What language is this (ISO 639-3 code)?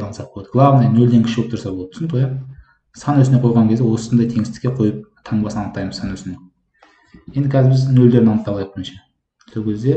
kaz